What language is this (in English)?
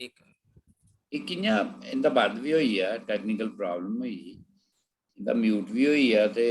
Dogri